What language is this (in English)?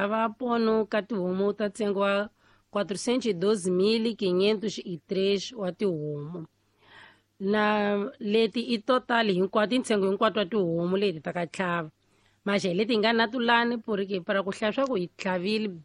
Tsonga